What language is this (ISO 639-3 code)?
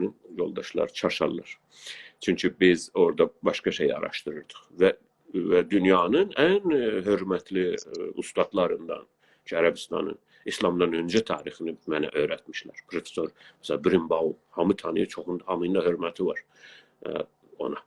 azb